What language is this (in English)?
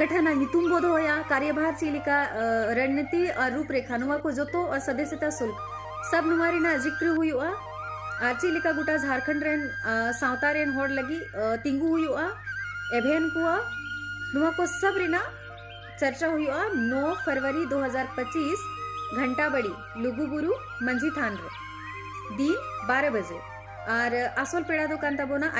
Santali